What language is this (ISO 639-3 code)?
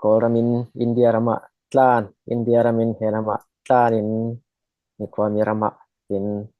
cfm